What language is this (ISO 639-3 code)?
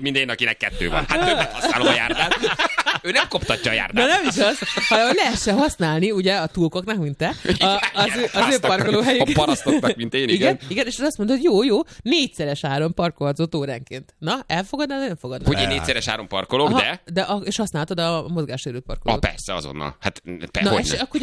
hun